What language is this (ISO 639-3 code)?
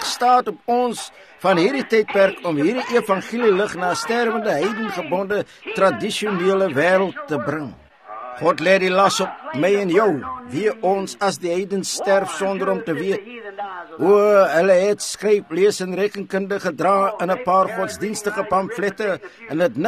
afr